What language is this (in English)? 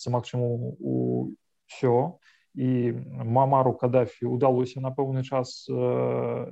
Belarusian